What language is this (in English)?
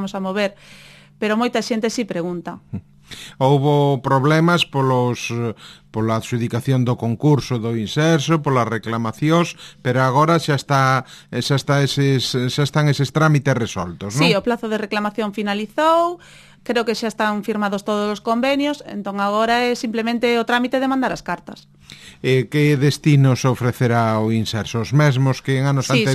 Galician